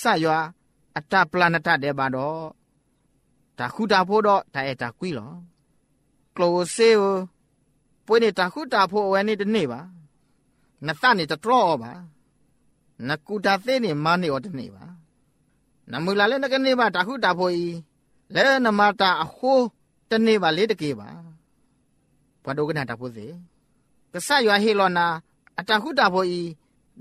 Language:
Burmese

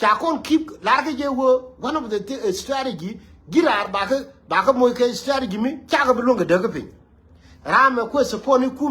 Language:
Nuer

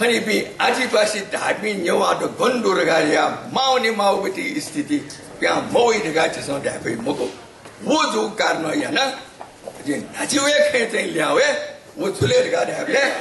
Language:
Newari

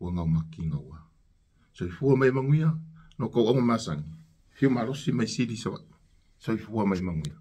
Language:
Samoan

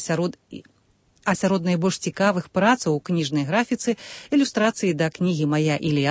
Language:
Belarusian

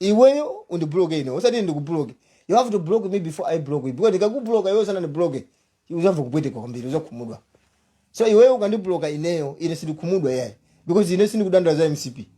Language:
Nyanja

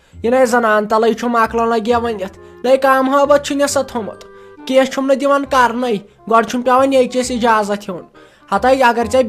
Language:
Kashmiri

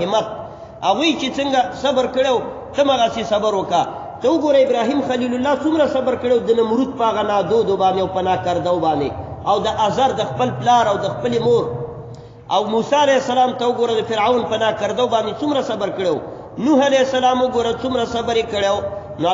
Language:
Pashto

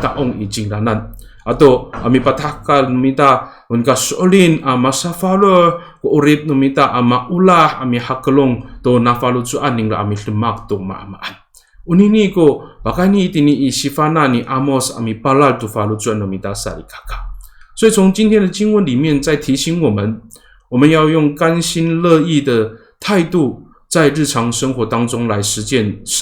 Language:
Amis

